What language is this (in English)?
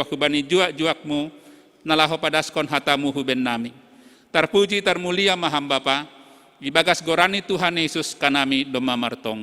Batak Simalungun